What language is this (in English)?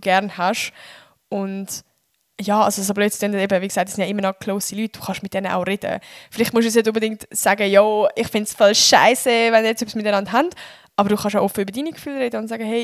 Swiss German